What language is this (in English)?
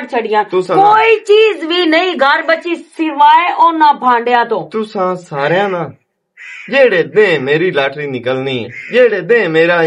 Western Panjabi